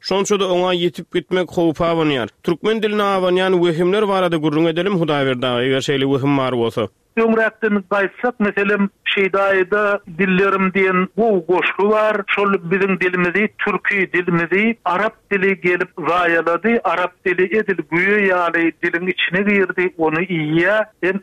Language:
Turkmen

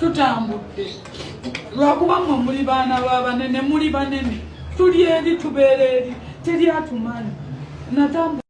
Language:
Ganda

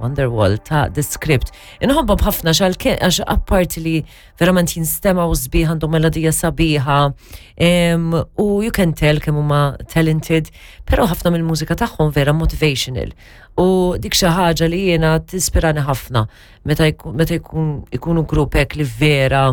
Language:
Maltese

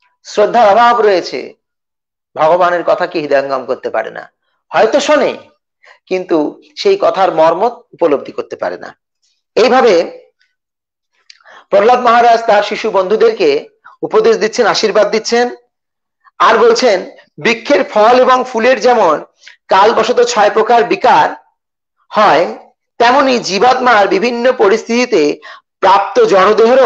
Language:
Bangla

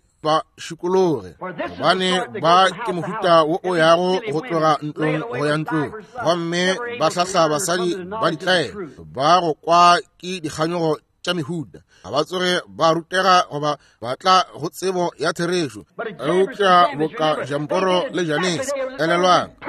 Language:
Northern Sotho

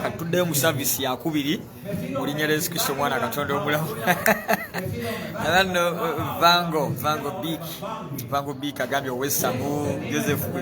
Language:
Ganda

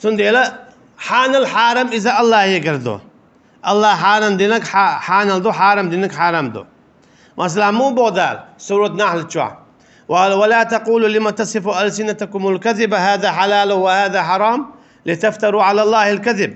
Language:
Chechen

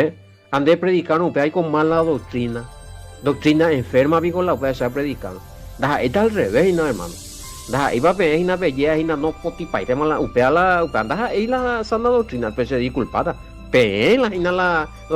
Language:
Guarani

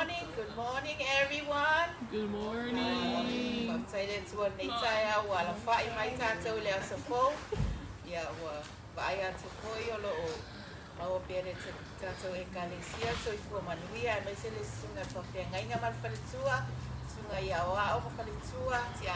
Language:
Samoan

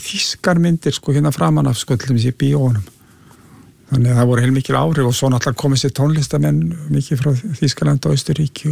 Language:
Icelandic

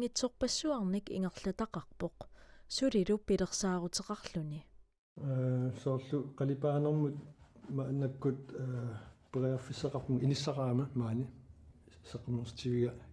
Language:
Kalaallisut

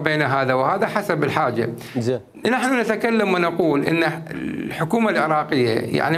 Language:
Mesopotamian Arabic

